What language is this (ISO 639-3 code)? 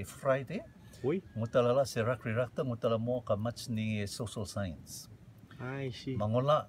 rtm